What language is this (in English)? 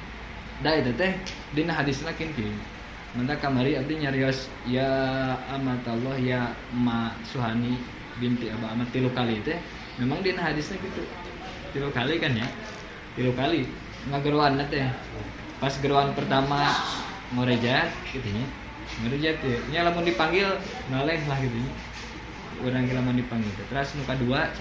Sundanese